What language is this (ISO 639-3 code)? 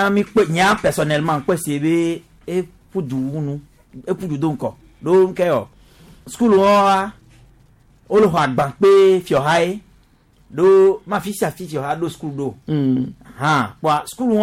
gej